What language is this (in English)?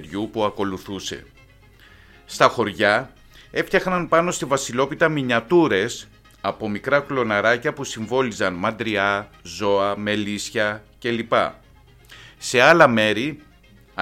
Greek